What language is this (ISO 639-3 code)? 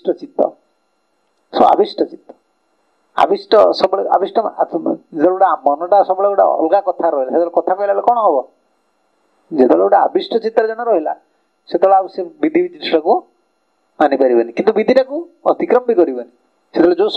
ori